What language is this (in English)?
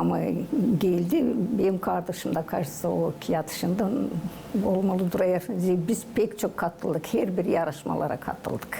Gagauz